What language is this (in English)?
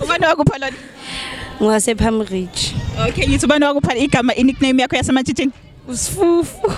Zulu